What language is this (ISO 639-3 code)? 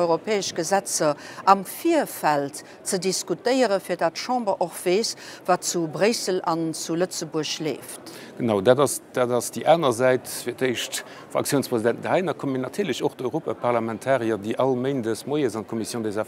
ltz